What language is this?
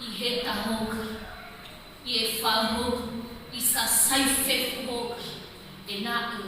Nias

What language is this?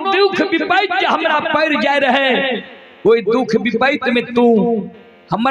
Maithili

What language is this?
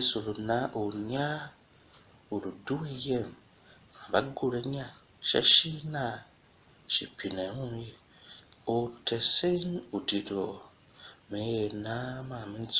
Tiv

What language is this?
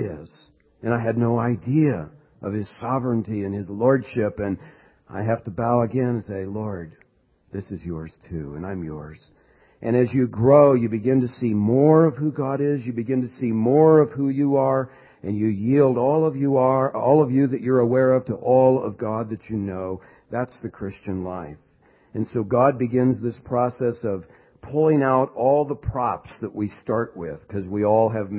English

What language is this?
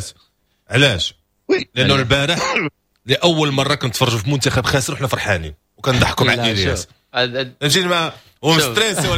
Moroccan Arabic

